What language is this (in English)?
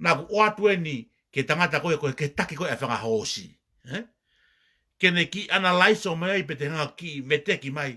Tongan